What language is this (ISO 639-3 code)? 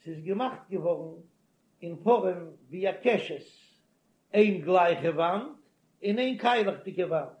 yid